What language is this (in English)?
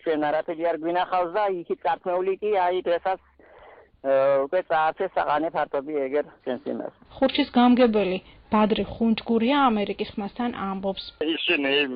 Georgian